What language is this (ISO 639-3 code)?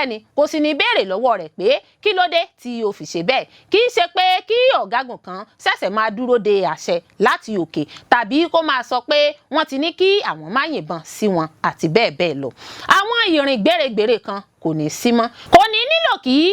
yor